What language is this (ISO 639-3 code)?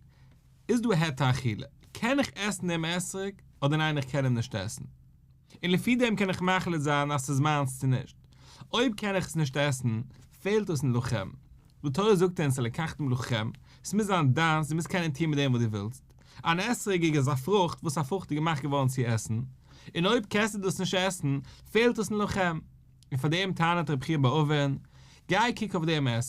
yid